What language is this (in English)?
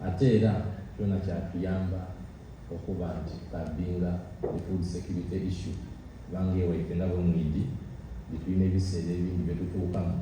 Soga